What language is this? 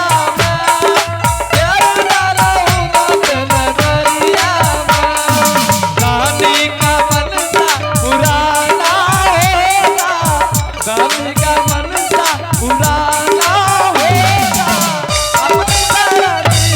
Angika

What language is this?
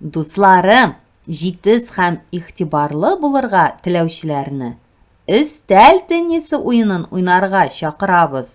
Tatar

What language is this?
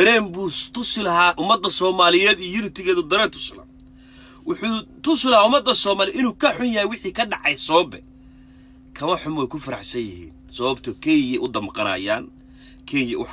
Somali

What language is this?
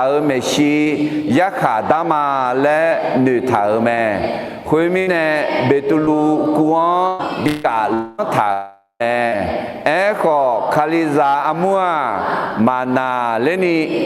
Akha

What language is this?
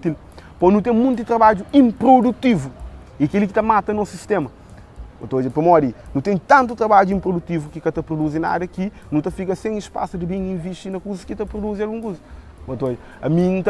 Kabuverdianu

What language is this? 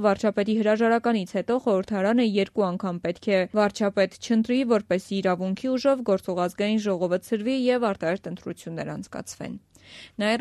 Armenian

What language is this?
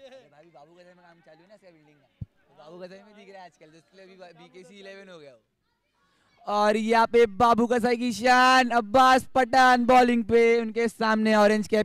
Hindi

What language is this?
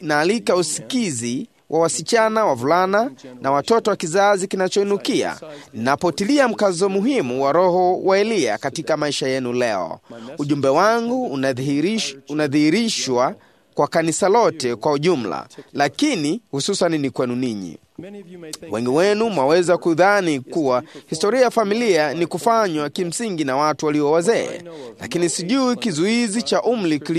Swahili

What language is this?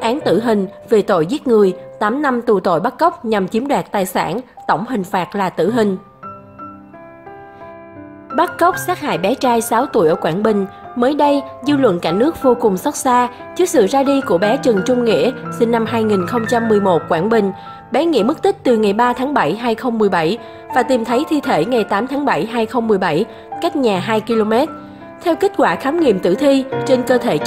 Vietnamese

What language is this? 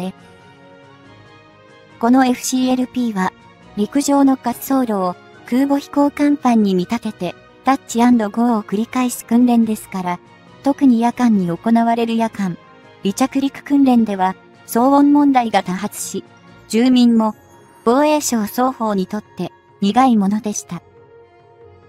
Japanese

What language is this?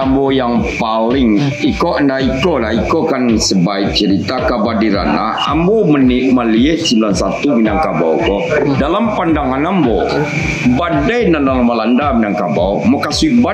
Minangkabau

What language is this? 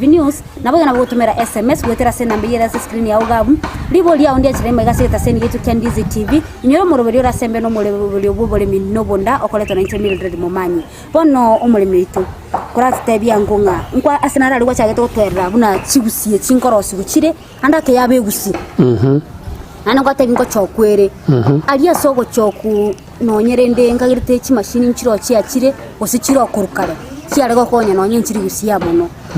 Gusii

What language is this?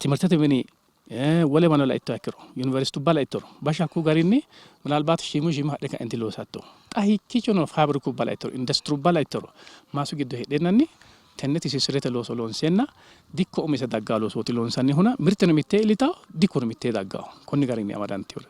Sidamo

